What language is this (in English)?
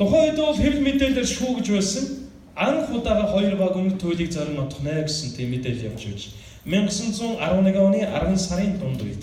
Mongolian